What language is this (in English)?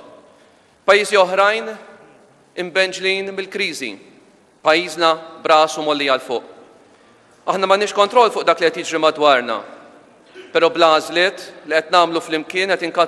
Maltese